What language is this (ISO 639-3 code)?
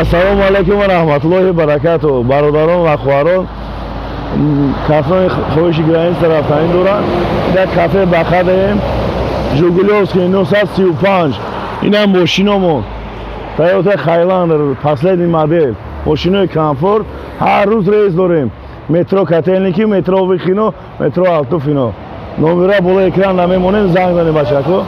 tgk